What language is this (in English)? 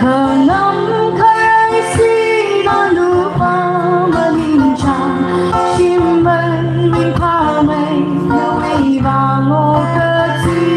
Tangkhul Naga (India)